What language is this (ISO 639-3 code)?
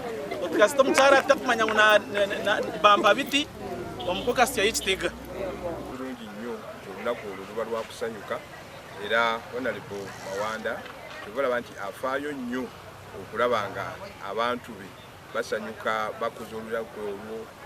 nyn